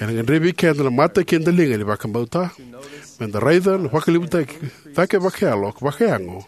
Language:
Fijian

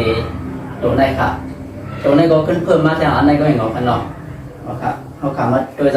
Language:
Shan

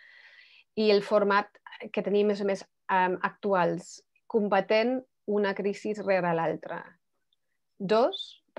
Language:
Catalan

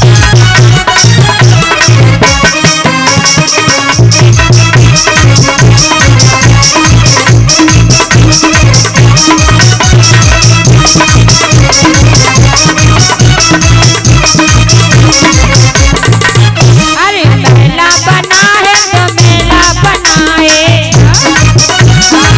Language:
Bhojpuri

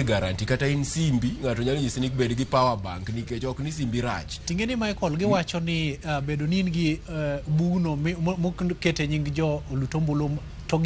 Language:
Luo (Kenya and Tanzania)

